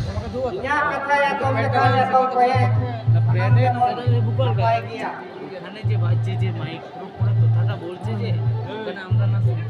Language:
Santali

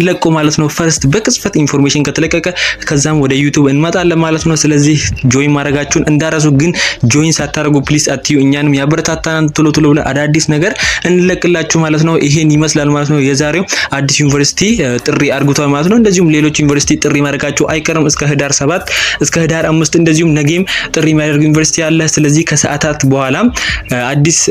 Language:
Amharic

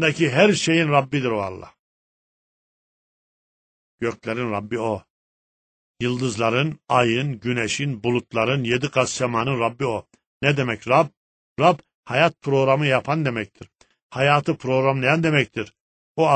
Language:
Turkish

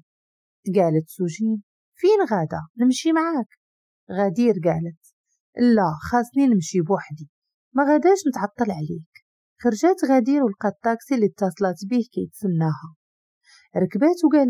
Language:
Moroccan Arabic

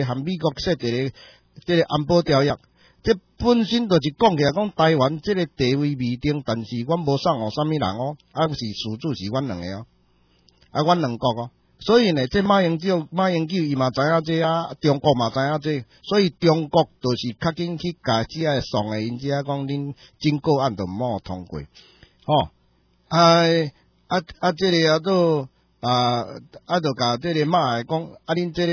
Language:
Min Nan Chinese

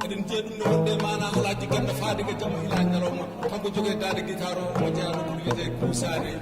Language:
Fula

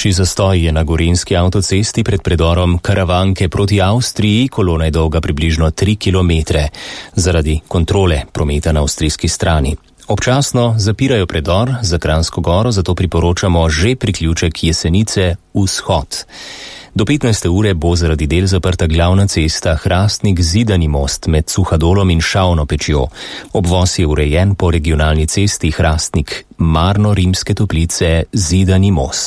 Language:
Slovenian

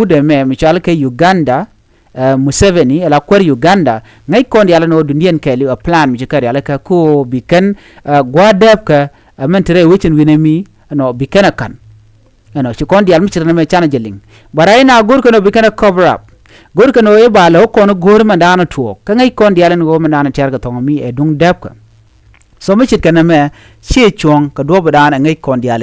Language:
Nuer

